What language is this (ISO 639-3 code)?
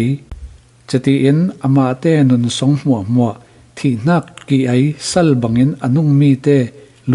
cfm